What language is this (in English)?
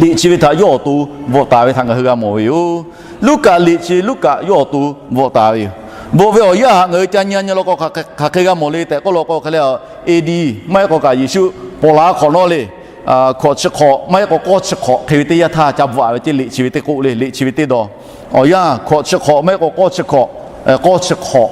Lahu